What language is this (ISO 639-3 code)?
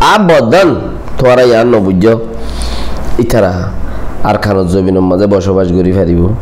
rhg